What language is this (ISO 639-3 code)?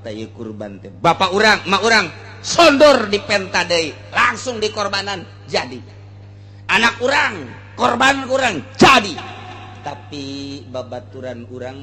sun